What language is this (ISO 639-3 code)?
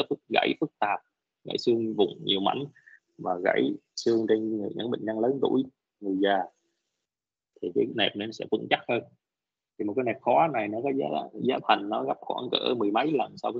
vie